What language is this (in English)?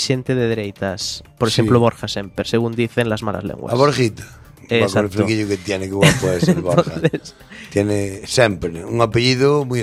Galician